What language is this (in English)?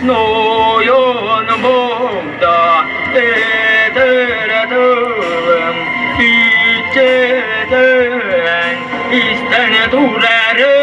Yakut